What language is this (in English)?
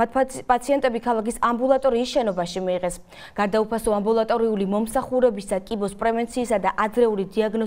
Georgian